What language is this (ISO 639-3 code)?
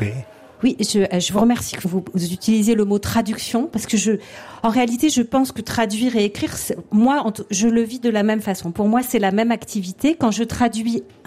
fra